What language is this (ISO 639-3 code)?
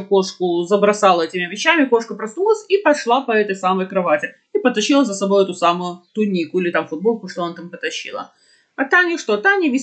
rus